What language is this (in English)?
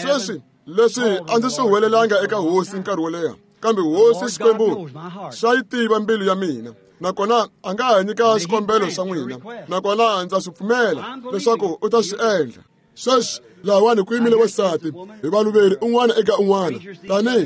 Tsonga